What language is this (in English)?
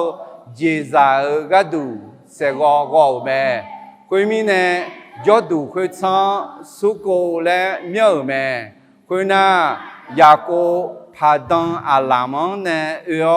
Akha